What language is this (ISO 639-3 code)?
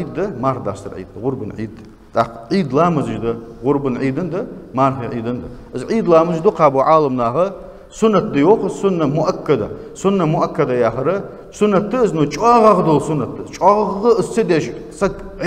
inh